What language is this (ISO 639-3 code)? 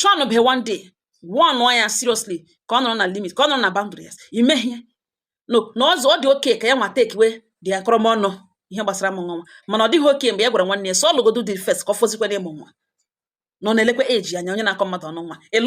ibo